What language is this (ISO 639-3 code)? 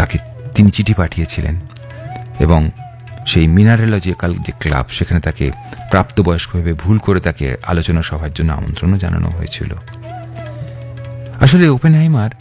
ben